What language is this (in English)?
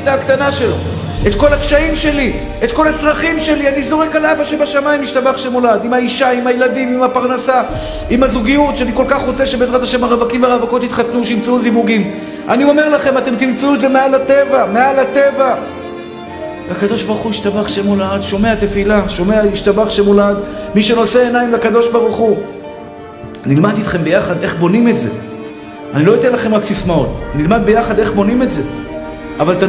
Hebrew